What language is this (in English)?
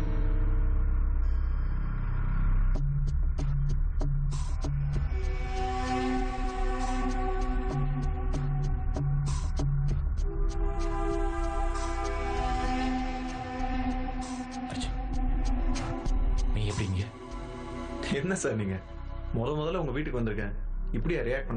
Tamil